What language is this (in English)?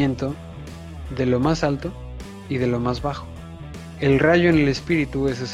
Spanish